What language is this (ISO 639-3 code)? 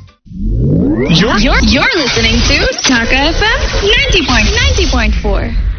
ben